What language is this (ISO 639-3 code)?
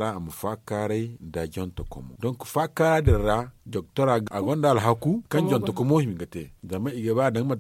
dje